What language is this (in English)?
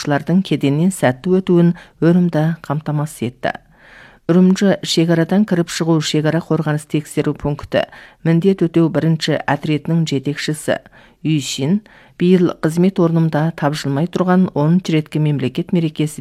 Kazakh